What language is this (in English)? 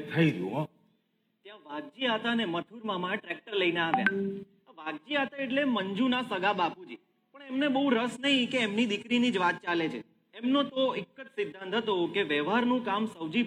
Gujarati